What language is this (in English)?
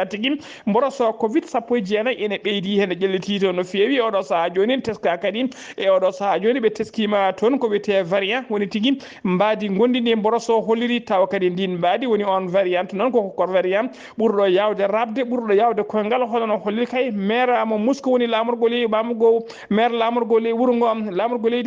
Fula